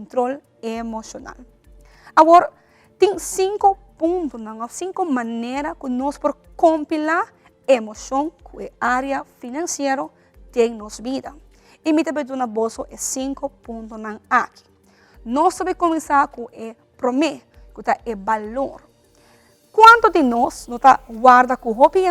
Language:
Papiamento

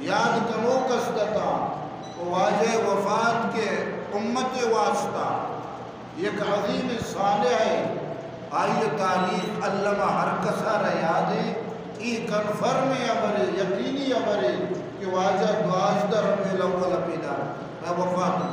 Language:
Eastern Balochi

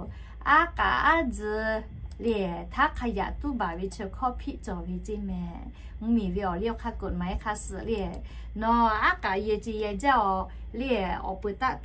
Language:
Lahu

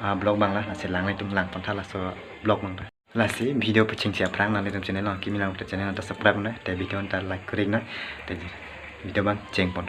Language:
Karbi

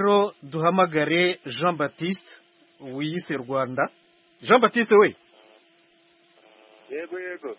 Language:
Kinyarwanda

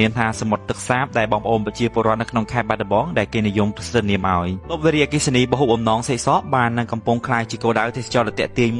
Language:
Khmer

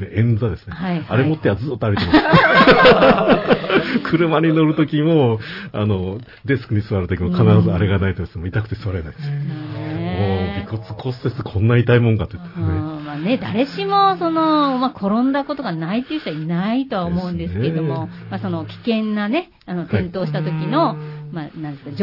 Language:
Japanese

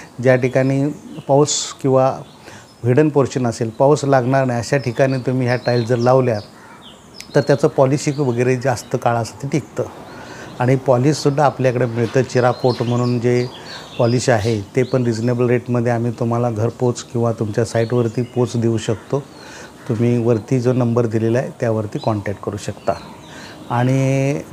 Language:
Marathi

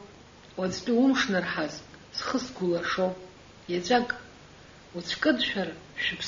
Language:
Abkhazian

